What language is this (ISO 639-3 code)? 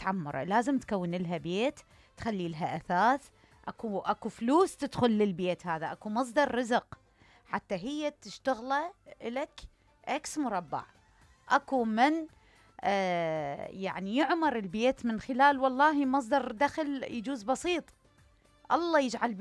acm